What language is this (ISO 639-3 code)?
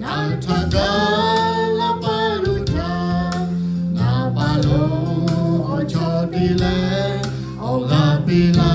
lhu